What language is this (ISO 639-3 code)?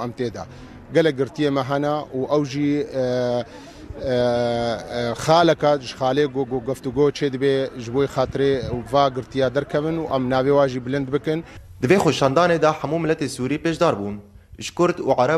kur